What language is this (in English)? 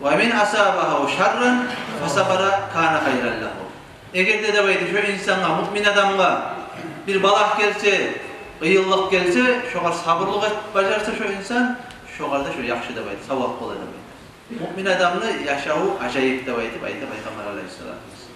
Kumyk